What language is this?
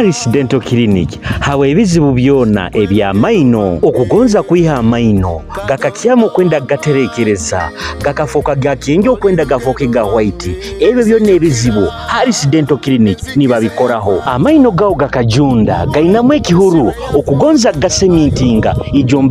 Nyoro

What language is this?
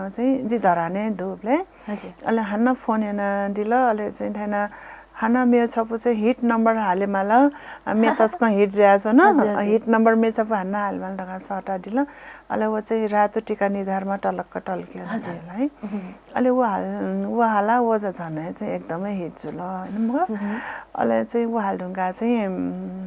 Newari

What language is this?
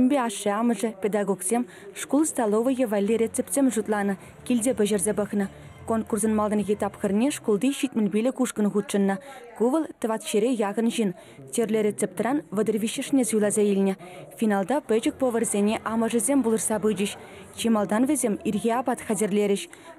Chuvash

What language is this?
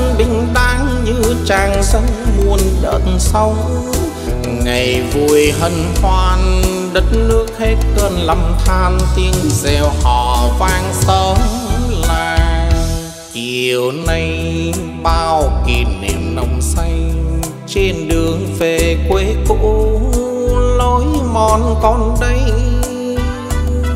Vietnamese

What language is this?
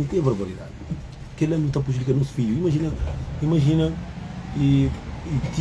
Kabuverdianu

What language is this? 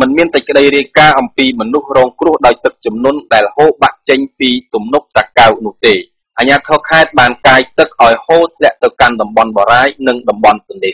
Khmer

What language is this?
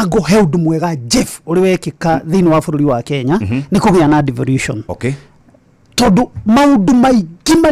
Kikuyu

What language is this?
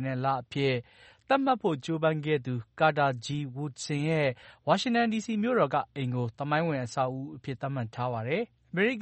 Burmese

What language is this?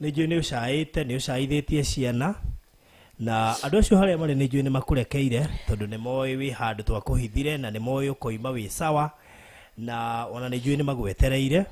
Kikuyu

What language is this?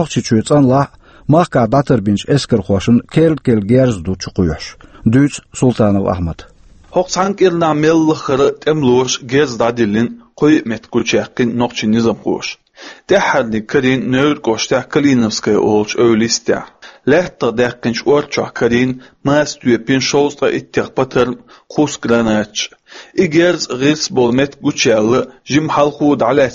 Chechen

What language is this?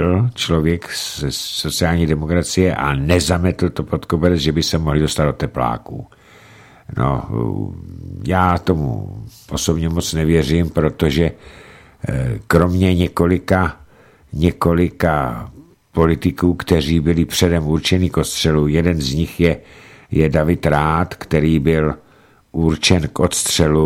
Czech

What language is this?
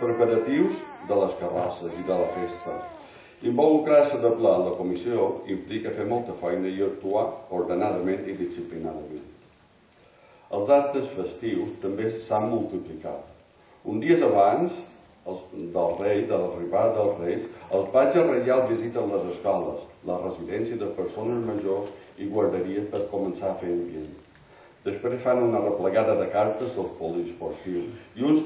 Catalan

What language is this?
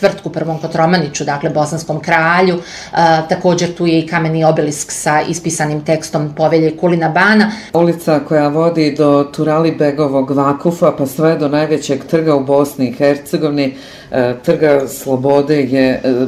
Bosnian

